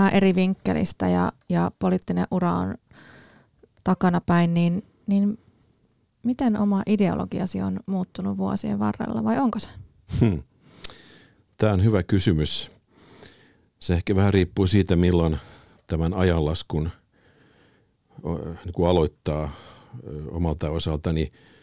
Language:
Finnish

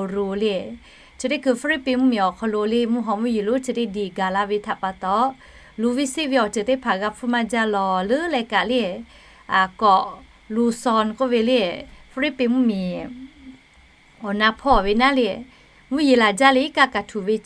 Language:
Lahu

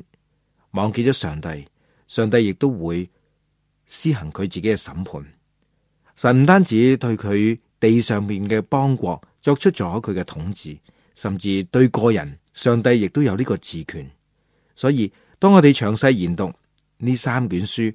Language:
Cantonese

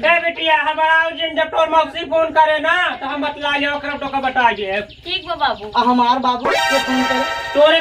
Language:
Awadhi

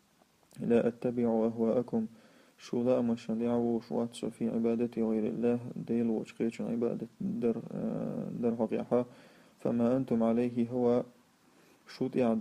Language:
Chechen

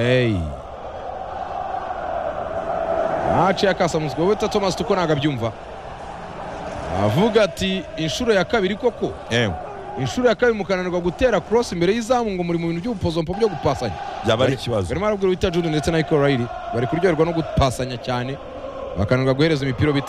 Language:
Kinyarwanda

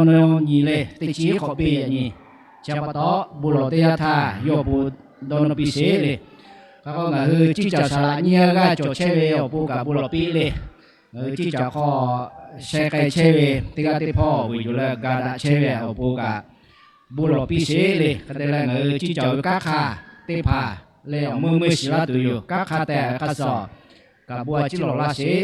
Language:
Lahu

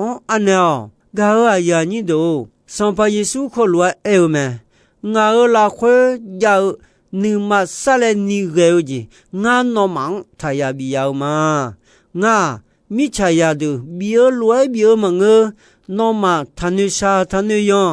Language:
Akha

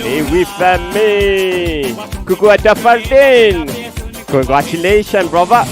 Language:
Morisyen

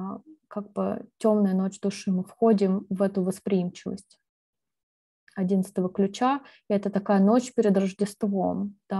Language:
Russian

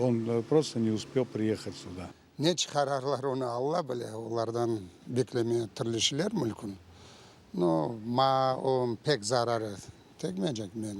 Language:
Crimean Tatar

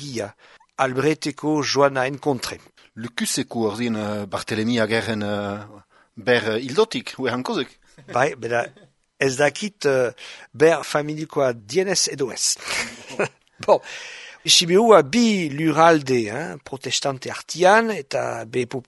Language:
Basque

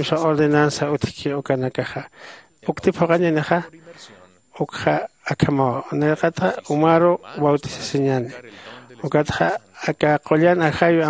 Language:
Aymara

